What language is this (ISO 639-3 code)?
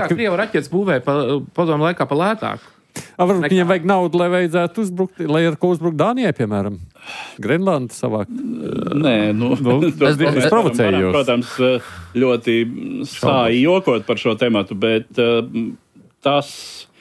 lav